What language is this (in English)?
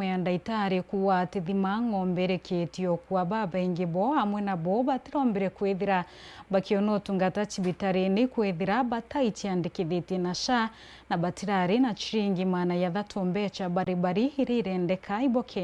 Meru